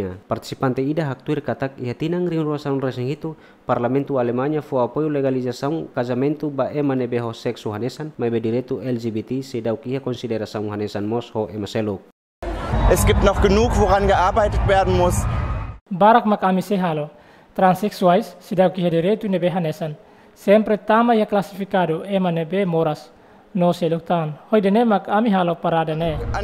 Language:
Tetum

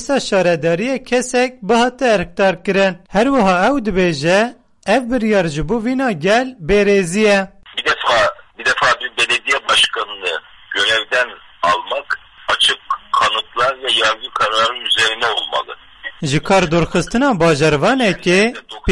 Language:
Kurdish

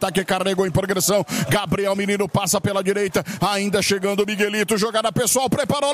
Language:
Portuguese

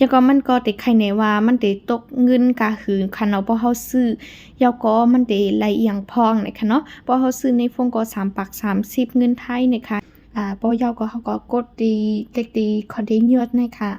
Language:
Shan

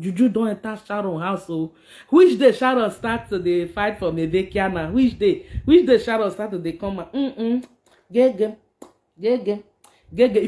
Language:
Nigerian Pidgin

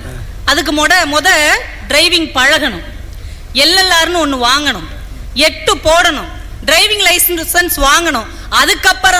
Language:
Tamil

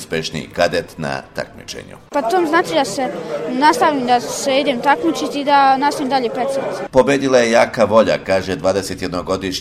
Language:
Serbian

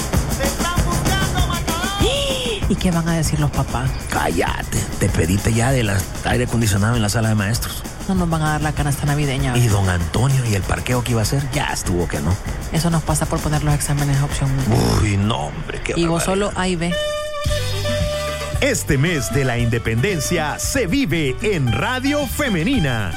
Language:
Spanish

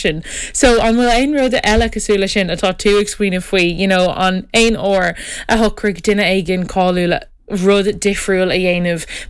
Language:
Irish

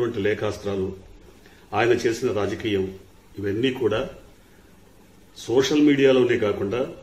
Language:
Telugu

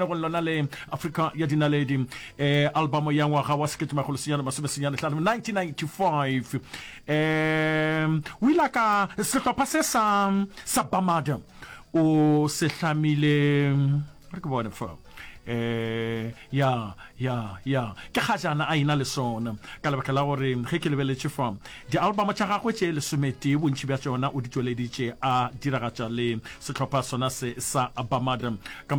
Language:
Northern Sotho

